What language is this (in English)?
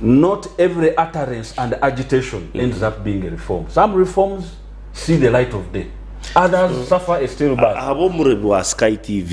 Nyankole